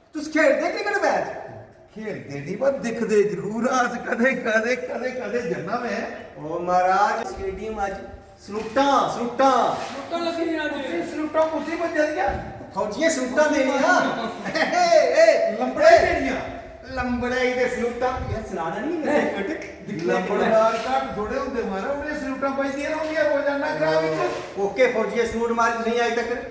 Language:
Dogri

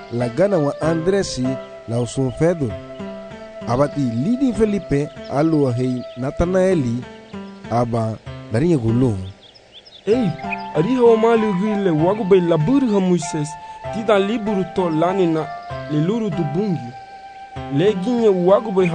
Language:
Garifuna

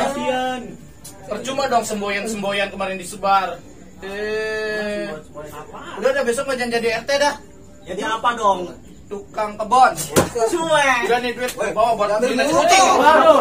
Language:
Betawi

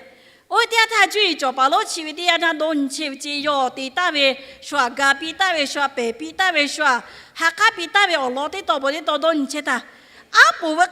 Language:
Lahu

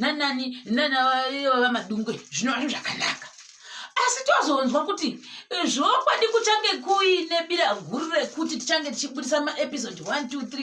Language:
Shona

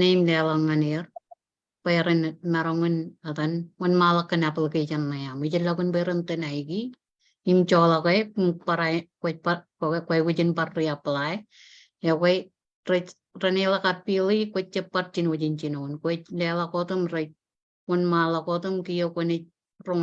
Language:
Marshallese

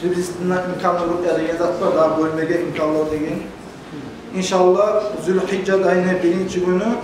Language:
Kumyk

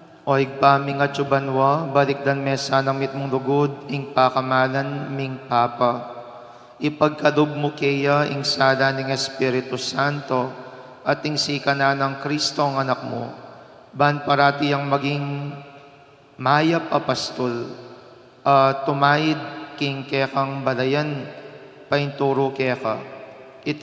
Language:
Pampanga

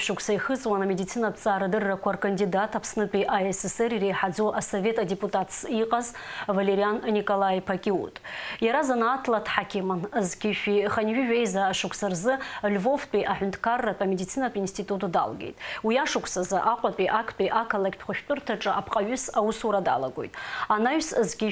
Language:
Abkhazian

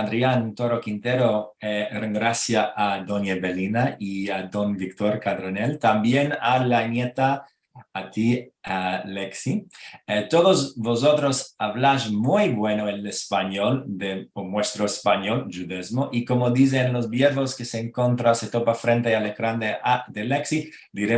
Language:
Ladino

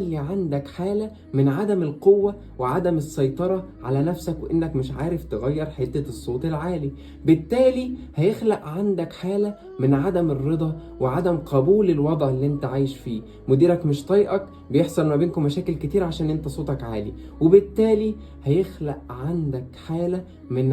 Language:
Egyptian Arabic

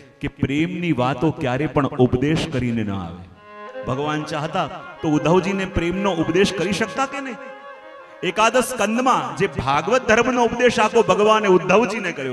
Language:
Gujarati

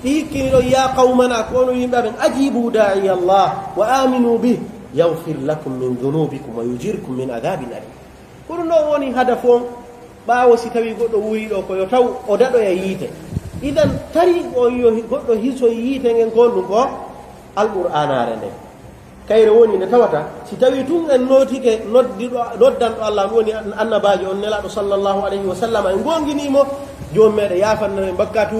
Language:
Pular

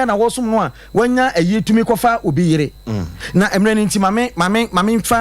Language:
Akan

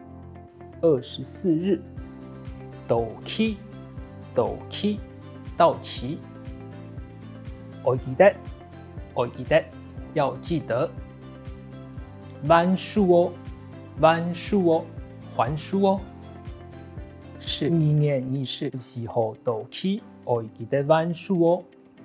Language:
Hakka Chinese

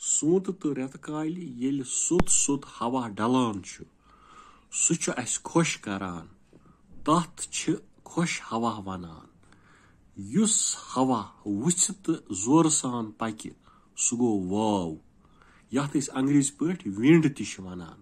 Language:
Kashmiri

